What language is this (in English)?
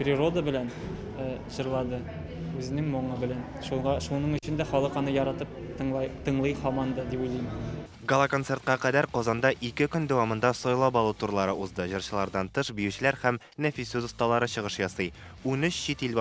Tatar